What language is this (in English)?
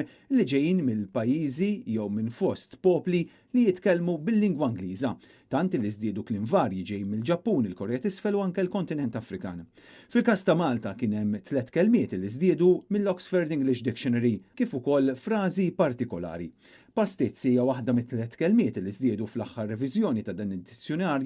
Maltese